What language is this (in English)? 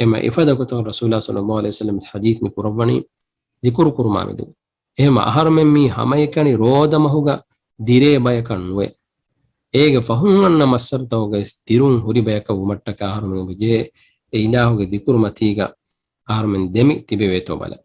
Divehi